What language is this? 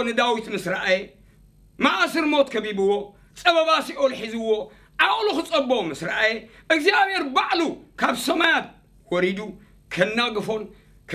Tigrinya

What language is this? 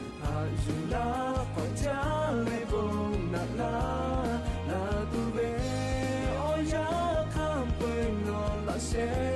Lahu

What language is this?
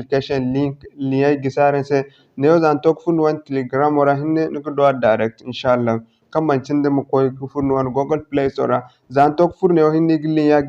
Zarma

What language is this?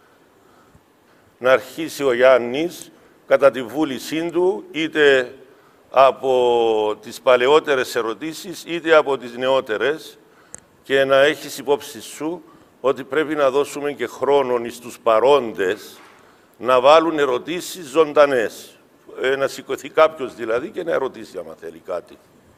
Greek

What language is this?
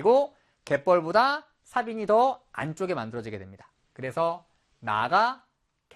Korean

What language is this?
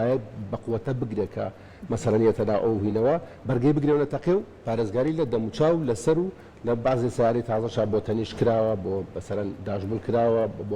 Central Kurdish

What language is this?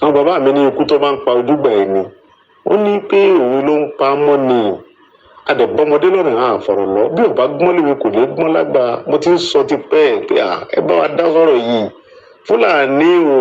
Yoruba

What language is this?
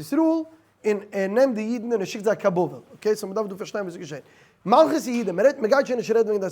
Yiddish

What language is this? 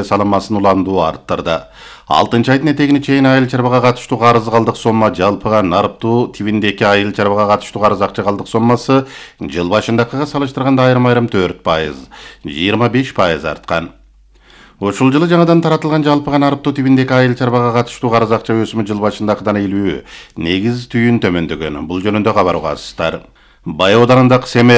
Kyrgyz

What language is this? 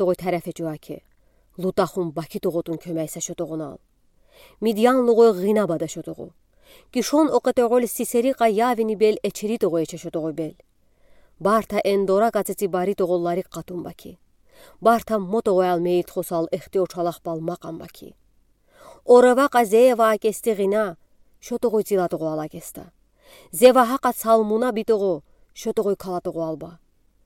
Udi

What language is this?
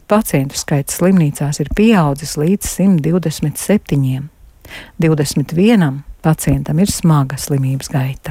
Latvian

